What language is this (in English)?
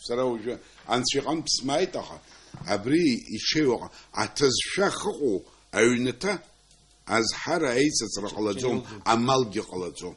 Abkhazian